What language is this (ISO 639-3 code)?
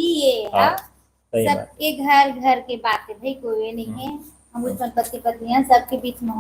hne